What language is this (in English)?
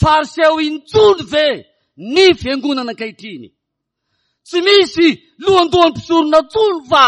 Malagasy